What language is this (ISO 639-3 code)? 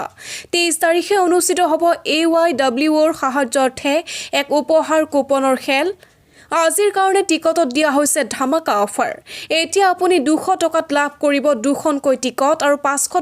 asm